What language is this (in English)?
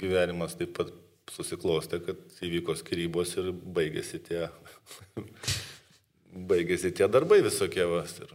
Lithuanian